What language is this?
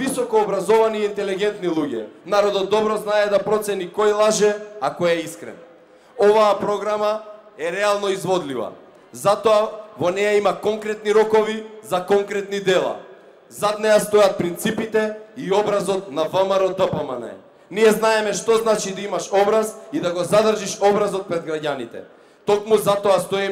Macedonian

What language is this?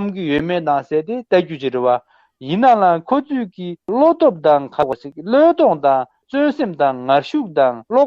Tibetan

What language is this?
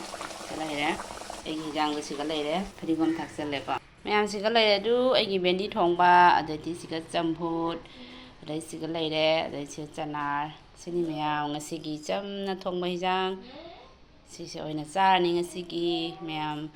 Manipuri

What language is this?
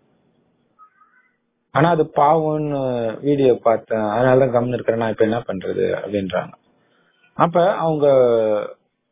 Tamil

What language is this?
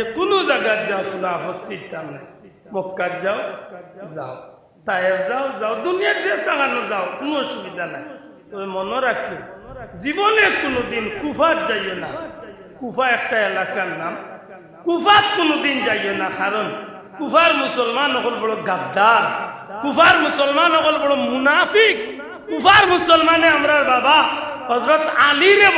Sylheti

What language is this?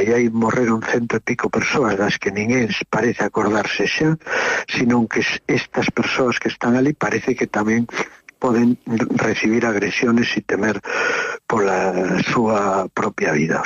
Galician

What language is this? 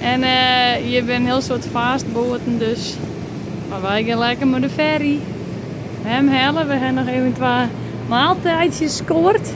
Western Frisian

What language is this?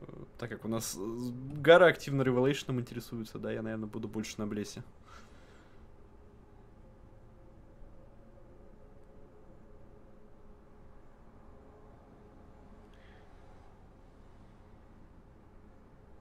Russian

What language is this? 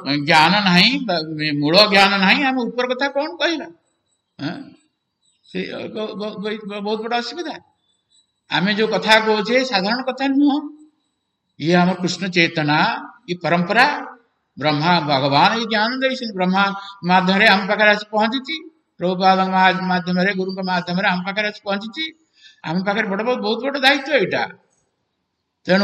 Odia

